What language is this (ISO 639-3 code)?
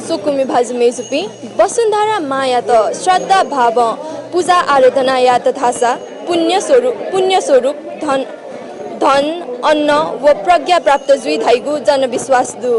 new